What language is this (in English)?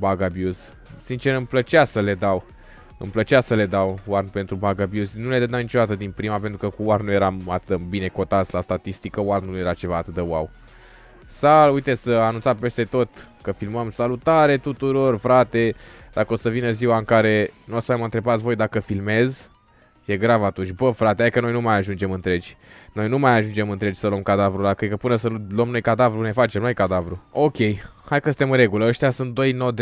Romanian